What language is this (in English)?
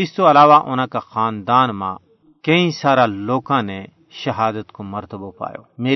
Gujari